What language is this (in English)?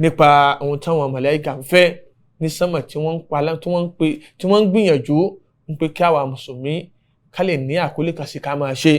Yoruba